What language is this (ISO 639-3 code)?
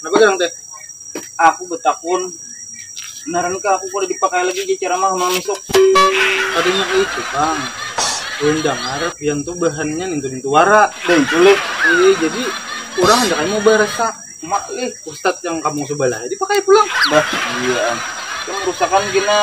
bjn